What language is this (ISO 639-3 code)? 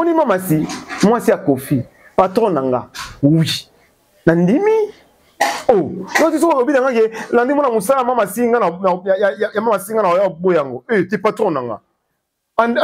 lin